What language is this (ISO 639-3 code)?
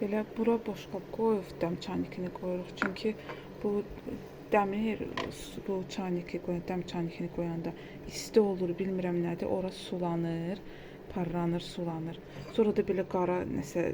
aze